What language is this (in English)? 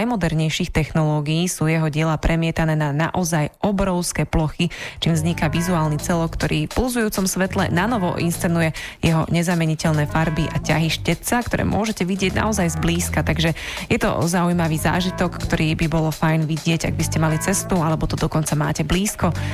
Slovak